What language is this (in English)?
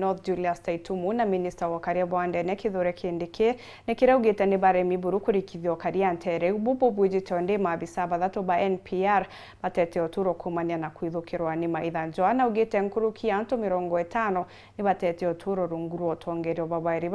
Meru